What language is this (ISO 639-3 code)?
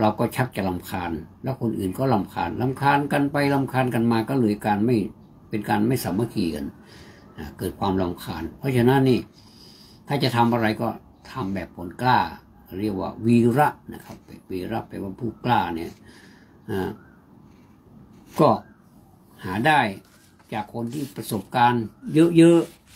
tha